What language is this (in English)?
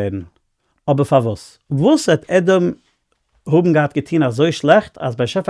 Yiddish